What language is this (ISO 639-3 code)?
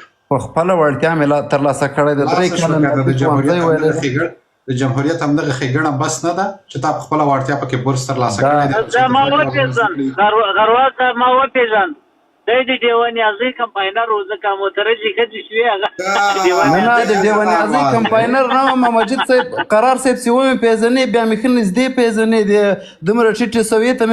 pus